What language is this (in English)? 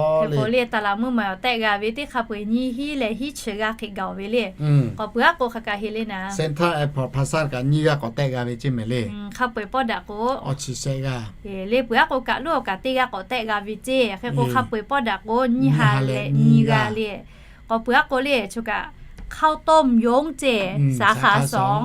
Lahu